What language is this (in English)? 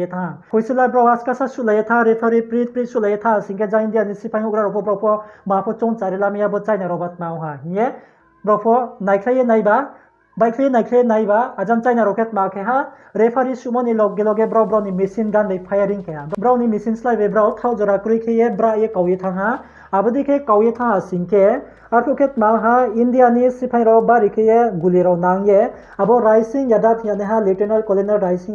Riang (India)